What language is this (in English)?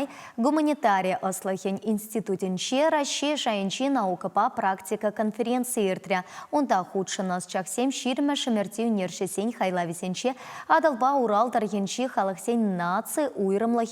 Chuvash